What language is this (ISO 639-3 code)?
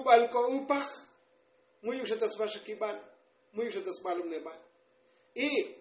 tzo